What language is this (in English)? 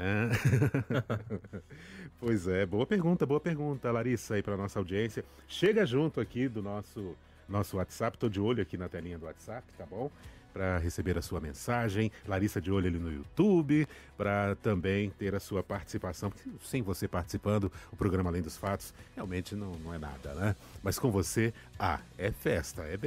Portuguese